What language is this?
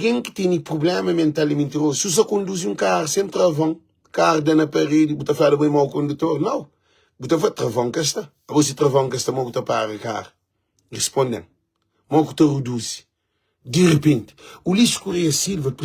Kabuverdianu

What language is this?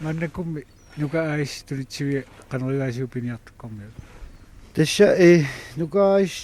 Kalaallisut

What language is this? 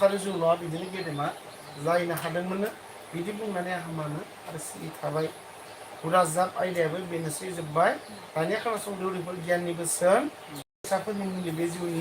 Bodo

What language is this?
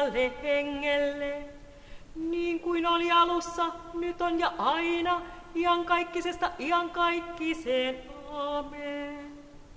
Finnish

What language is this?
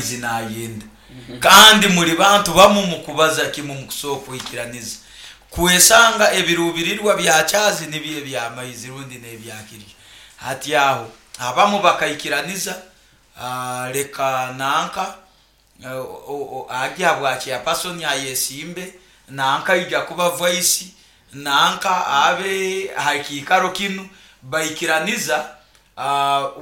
Nyoro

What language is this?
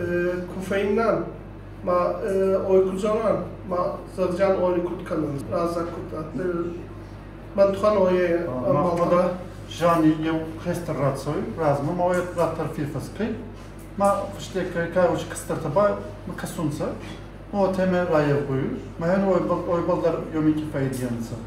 Ossetic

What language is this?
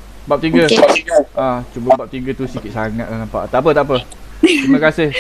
Malay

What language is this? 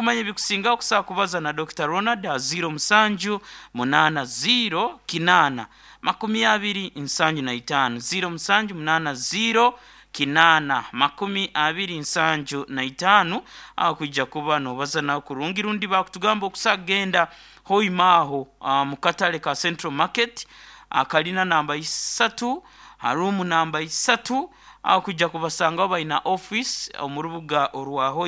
Nyoro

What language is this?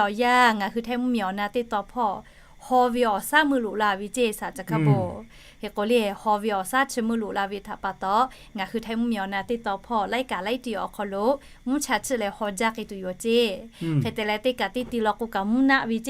Lahu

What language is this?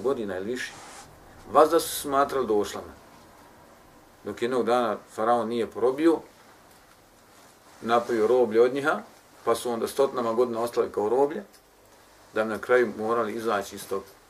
Bosnian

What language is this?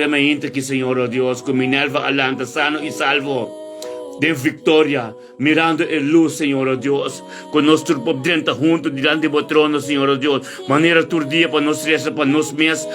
Papiamento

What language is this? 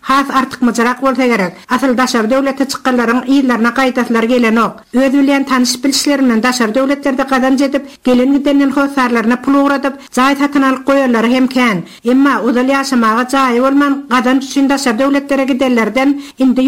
Turkmen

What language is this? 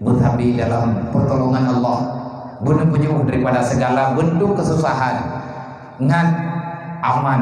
Achinese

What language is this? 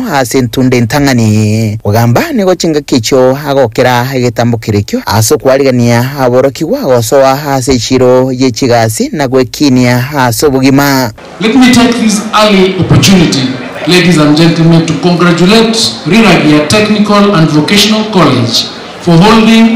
Gusii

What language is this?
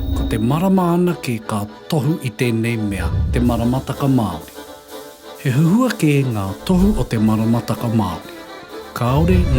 Māori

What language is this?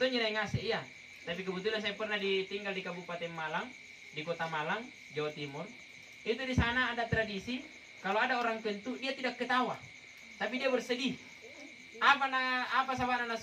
Makasar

